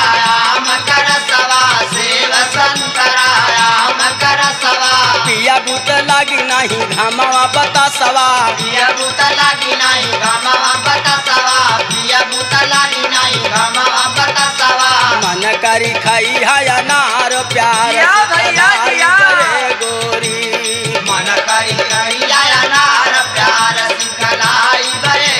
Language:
Bhojpuri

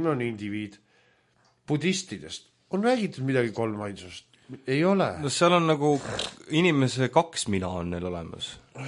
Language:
Estonian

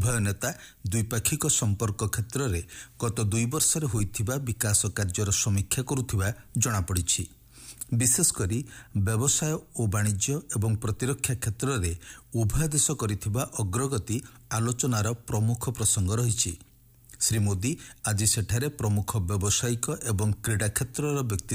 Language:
Odia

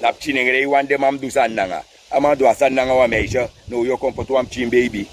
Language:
Sranan Tongo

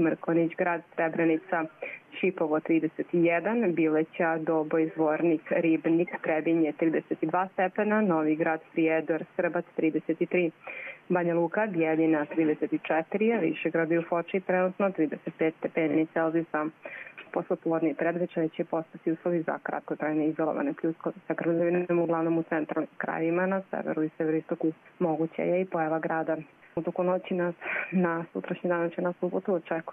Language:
Croatian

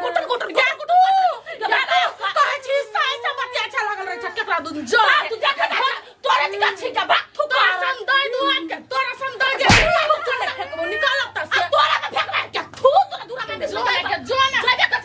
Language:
Maithili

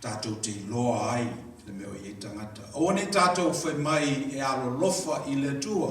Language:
Samoan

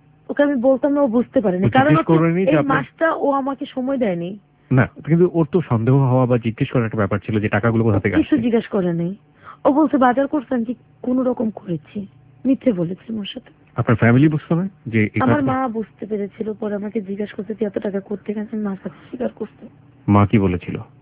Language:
Bangla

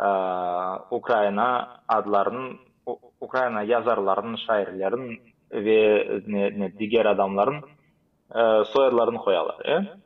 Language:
Crimean Tatar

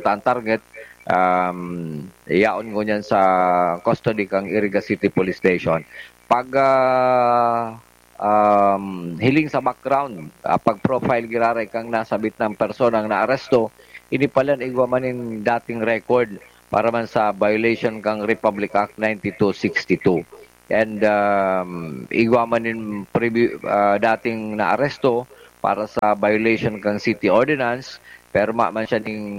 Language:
Bikol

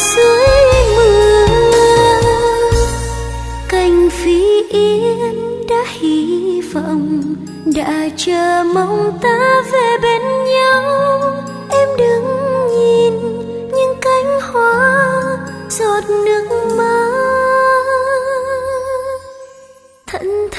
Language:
Vietnamese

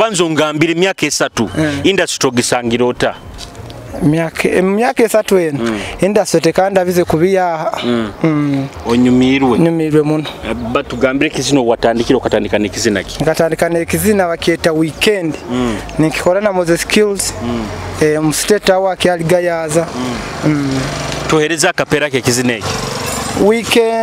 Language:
Nyoro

